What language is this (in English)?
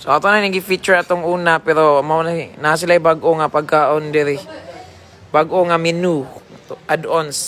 Cebuano